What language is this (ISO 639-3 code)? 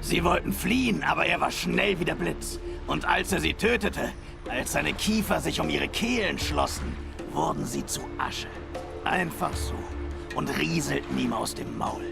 gsw